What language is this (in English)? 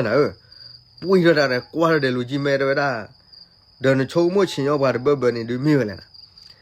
S'gaw Karen